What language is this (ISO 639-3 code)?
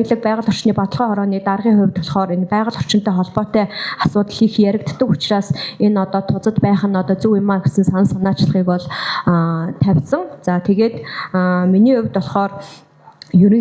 mon